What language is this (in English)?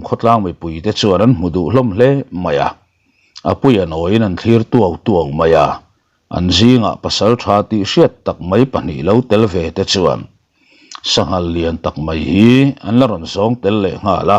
Mizo